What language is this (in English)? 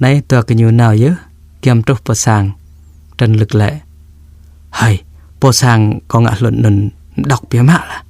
Jarai